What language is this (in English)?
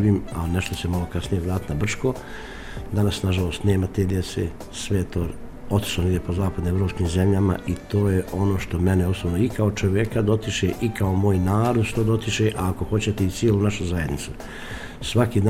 Bosnian